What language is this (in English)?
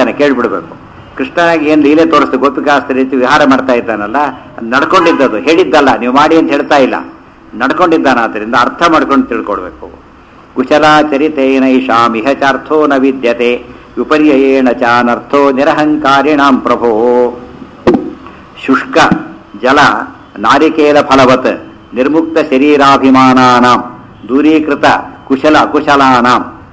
Kannada